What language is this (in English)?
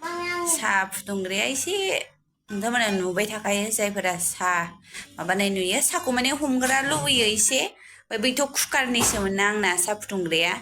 Bodo